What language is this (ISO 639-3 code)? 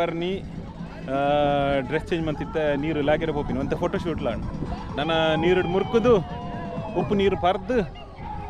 tcy